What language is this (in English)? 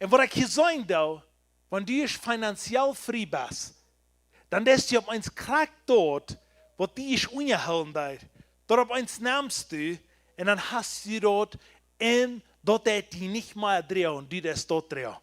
Plautdietsch